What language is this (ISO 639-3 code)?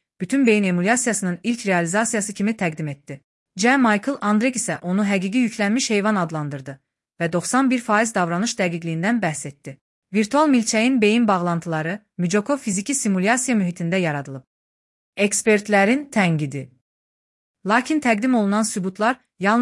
aze